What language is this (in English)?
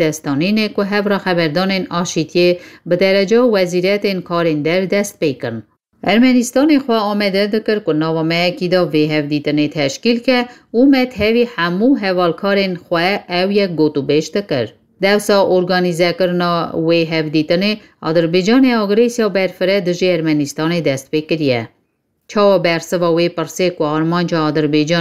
Kurdish